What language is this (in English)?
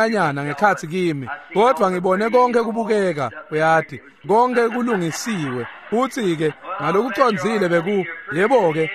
Swati